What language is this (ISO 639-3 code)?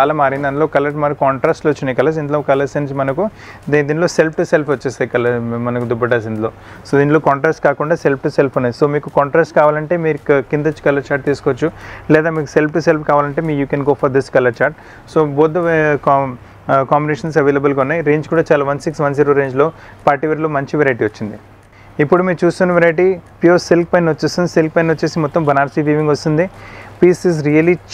tel